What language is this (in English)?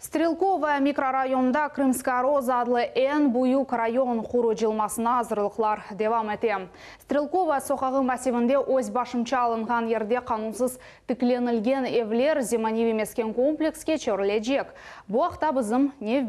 Crimean Tatar